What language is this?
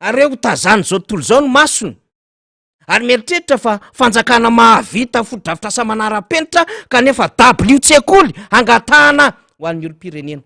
Malagasy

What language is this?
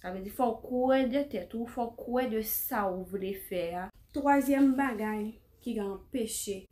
Haitian Creole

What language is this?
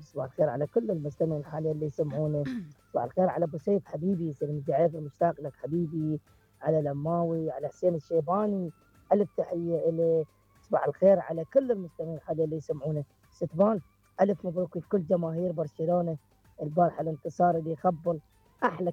Mesopotamian Arabic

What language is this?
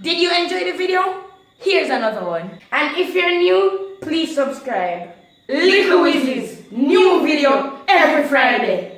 Jamaican Creole English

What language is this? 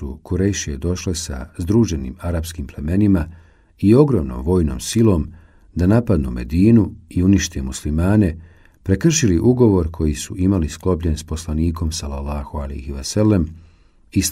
Bosnian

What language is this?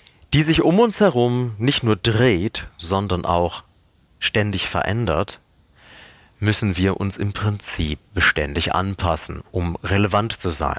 German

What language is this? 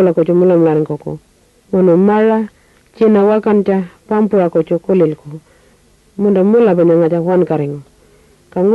Pitjantjatjara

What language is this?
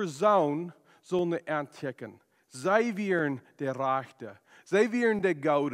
Plautdietsch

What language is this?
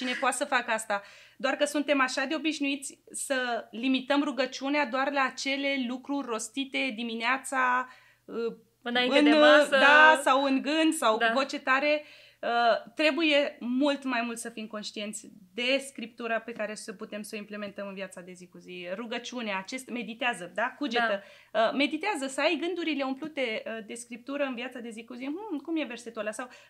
Romanian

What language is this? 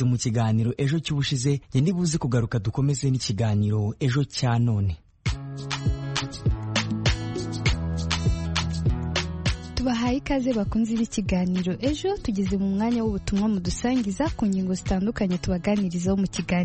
Kinyarwanda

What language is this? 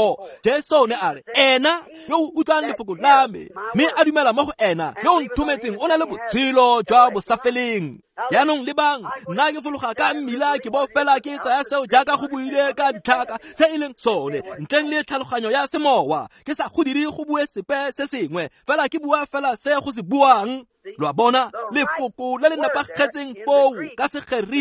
Tswana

